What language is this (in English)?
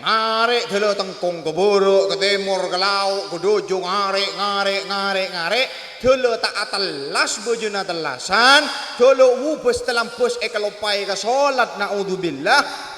Madurese